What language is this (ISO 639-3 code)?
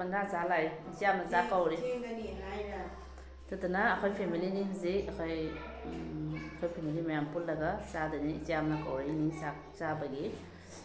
mni